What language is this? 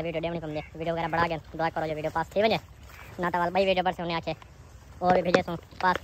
Saraiki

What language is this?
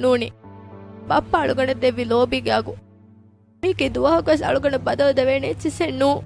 Divehi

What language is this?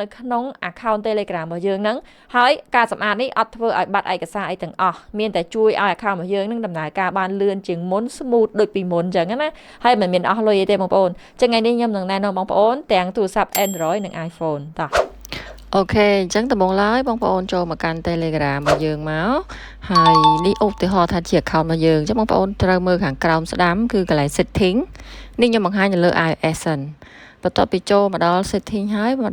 Khmer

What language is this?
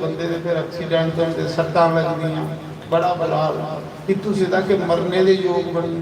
Dogri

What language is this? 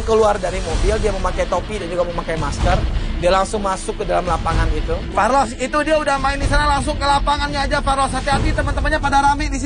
Indonesian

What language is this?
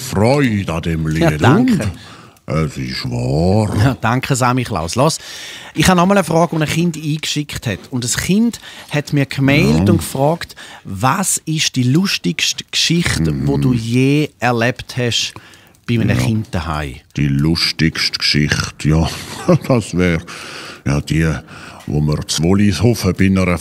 Swiss German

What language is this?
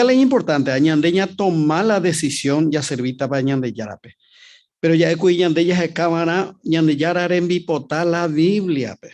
Guarani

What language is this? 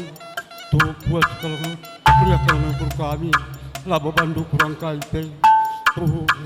Batak Karo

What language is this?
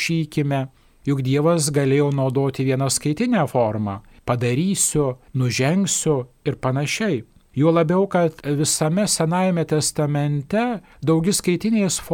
Lithuanian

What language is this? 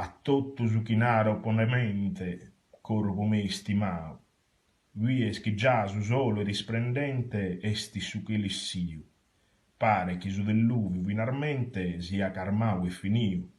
Sardinian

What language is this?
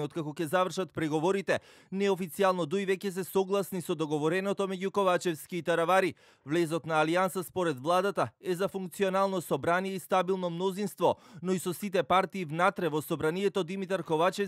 Macedonian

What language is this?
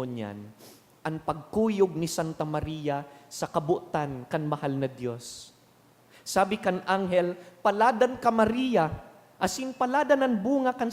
Bikol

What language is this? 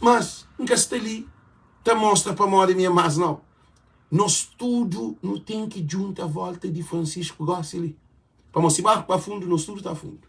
Kabuverdianu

